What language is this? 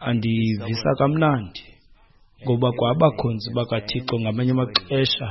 Xhosa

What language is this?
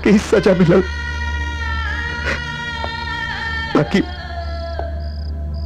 Bhojpuri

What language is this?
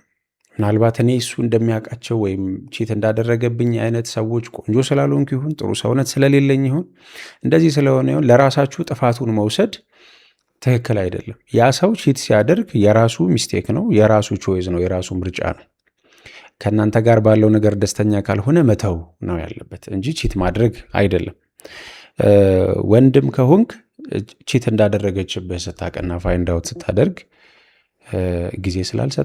Amharic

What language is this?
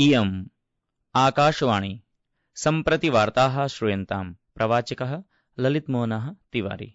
Sanskrit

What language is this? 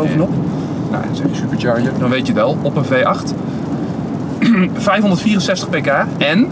Dutch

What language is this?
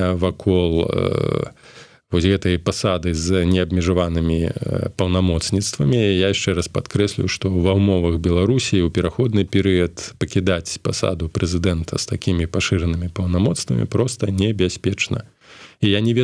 Belarusian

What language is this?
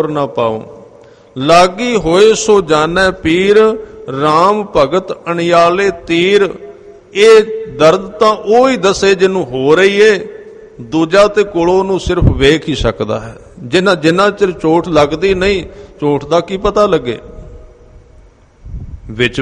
Punjabi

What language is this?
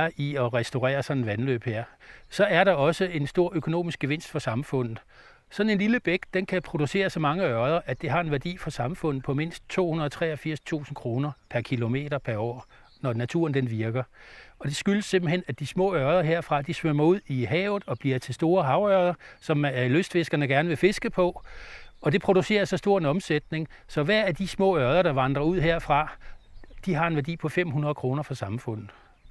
Danish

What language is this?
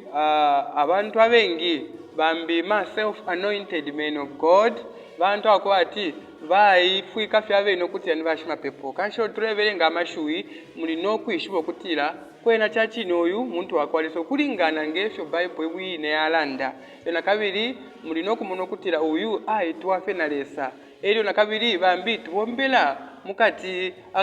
Bemba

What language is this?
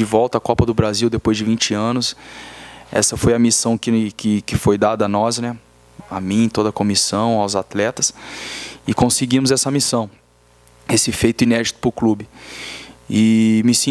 Portuguese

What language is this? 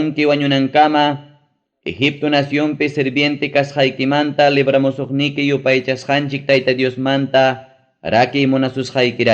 Ayacucho Quechua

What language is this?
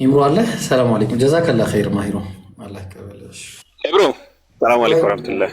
Amharic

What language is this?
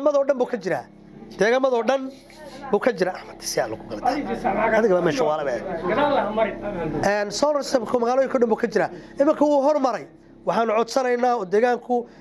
Somali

